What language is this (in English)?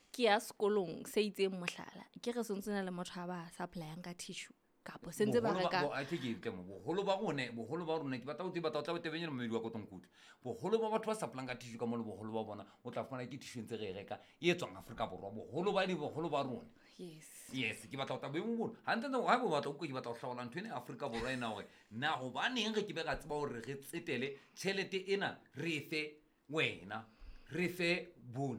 Southern Sotho